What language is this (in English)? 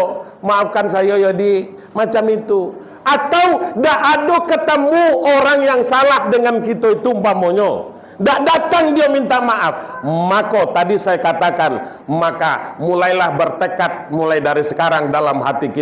Minangkabau